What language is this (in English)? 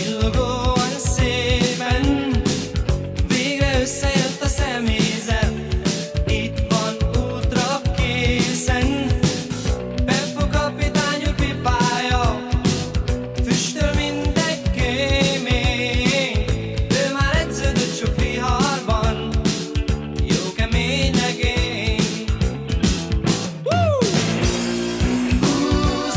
Hungarian